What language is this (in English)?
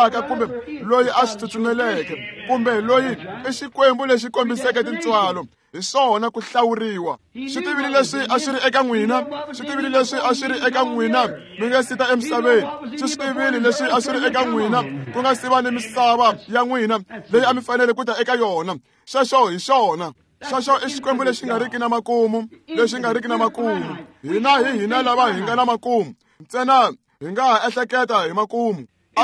Tsonga